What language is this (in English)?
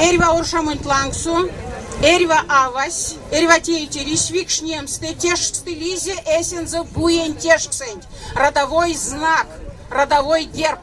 Erzya